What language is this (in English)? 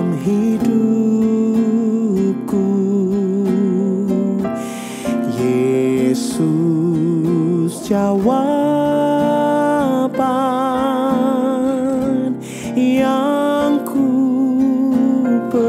Indonesian